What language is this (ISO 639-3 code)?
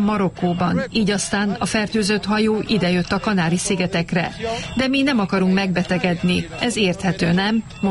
hun